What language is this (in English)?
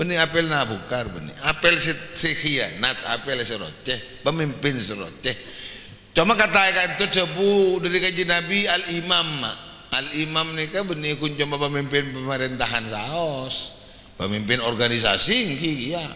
Madurese